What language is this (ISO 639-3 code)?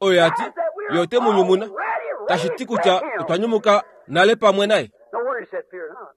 kua